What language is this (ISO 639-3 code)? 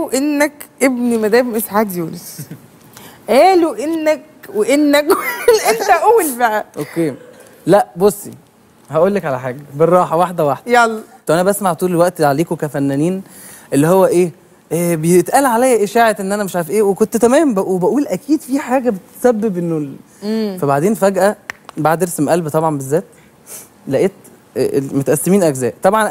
arz